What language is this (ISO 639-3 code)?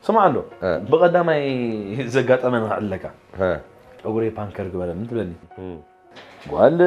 tir